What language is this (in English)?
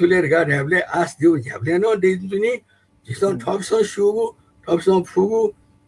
Newari